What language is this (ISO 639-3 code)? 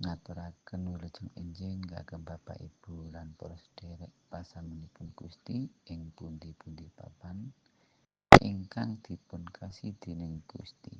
jav